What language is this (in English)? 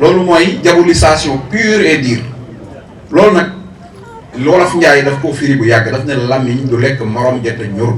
Wolof